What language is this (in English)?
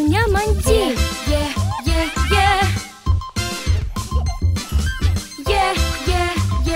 Indonesian